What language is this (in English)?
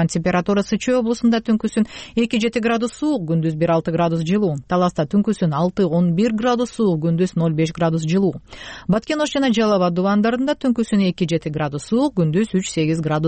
Kyrgyz